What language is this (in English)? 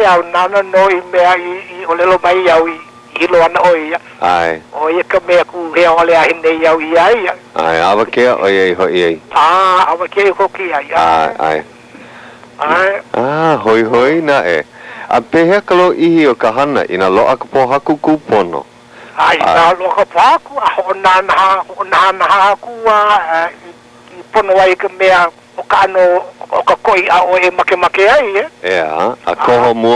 Hawaiian